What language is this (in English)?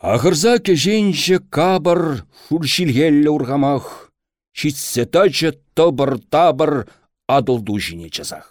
Chuvash